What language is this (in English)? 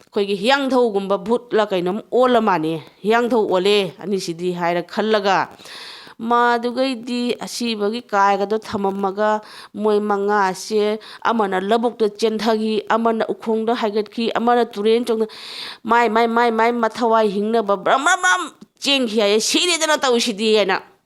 Manipuri